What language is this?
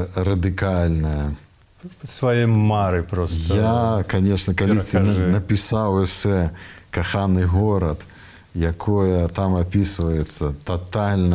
Belarusian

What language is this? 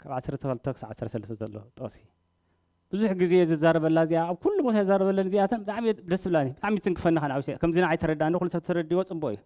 Tigrinya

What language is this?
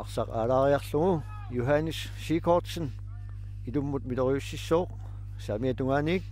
Kalaallisut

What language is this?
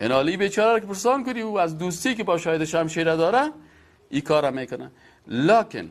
Persian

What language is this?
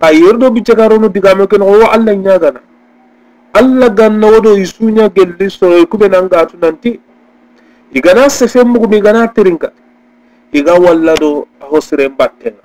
Soninke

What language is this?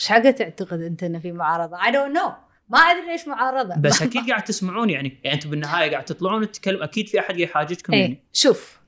Gulf Arabic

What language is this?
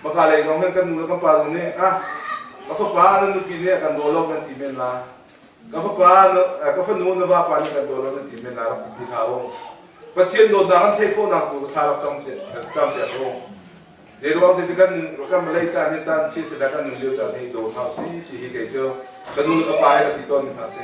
Hakha Chin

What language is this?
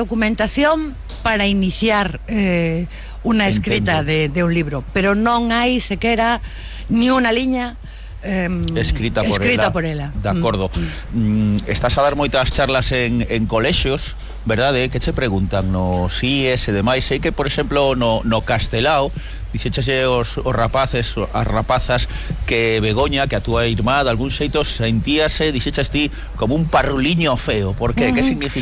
Galician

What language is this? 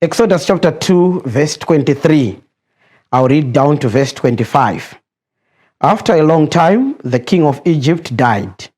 English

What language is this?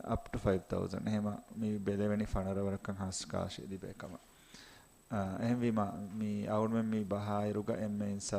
Divehi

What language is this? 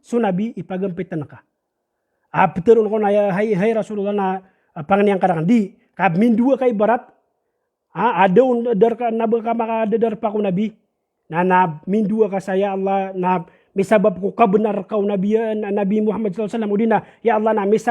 Maranao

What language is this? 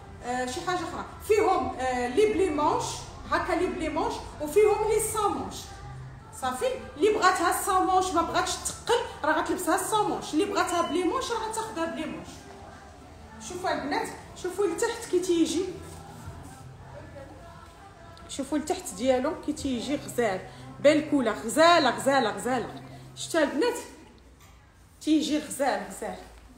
Moroccan Arabic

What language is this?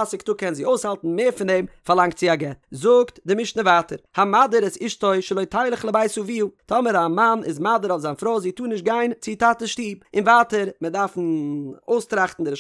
Yiddish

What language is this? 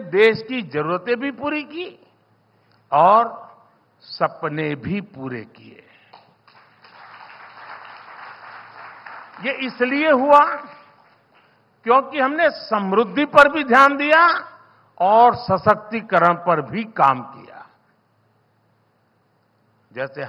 Hindi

